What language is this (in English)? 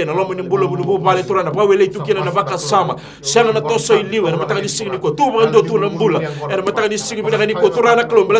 Fijian